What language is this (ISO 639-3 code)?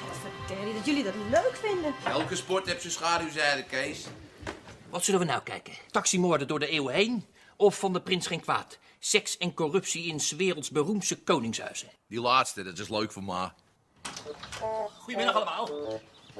nld